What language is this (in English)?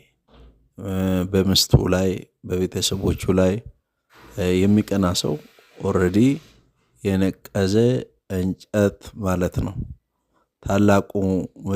Amharic